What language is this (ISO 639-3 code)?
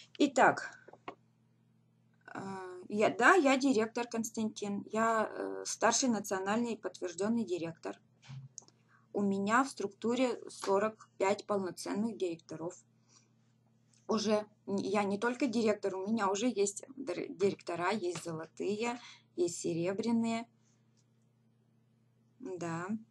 rus